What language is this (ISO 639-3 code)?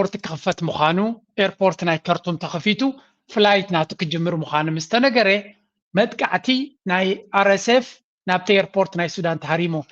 tir